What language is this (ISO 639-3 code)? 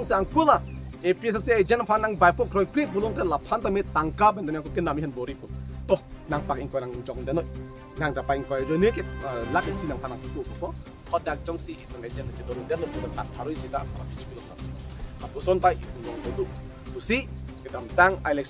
mjw